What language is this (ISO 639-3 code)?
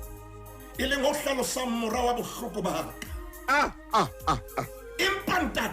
sot